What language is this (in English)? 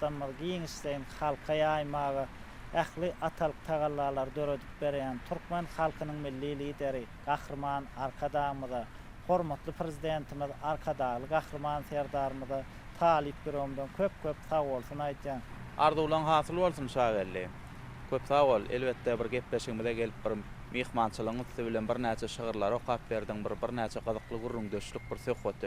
Turkmen